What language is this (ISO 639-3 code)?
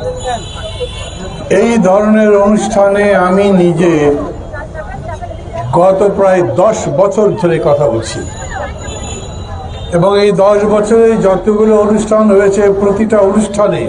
ben